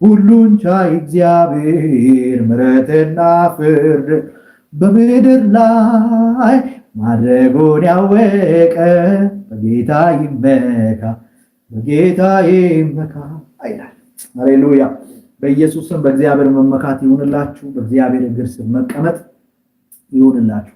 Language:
Amharic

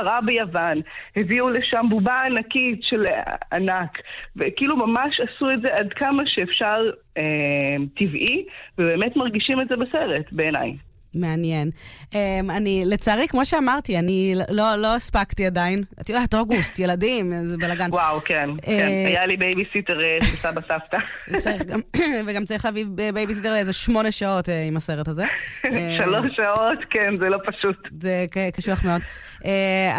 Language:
Hebrew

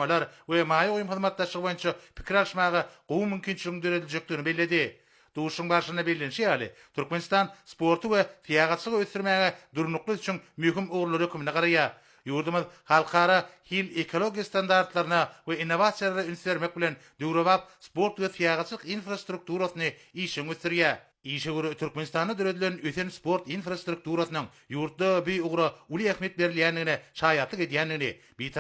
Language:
Turkmen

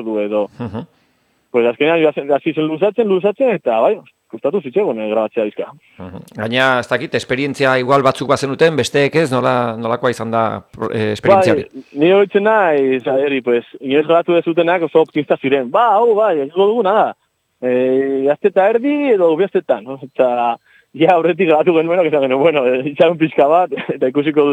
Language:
Basque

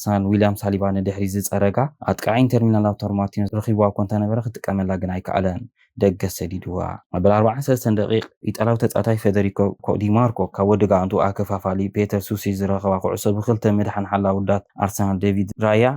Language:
Tigrinya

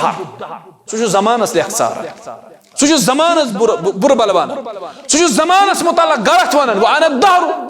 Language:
Kashmiri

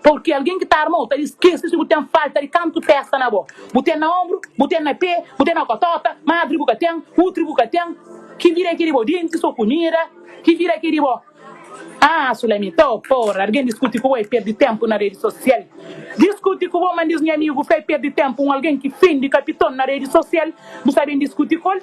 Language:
Kabuverdianu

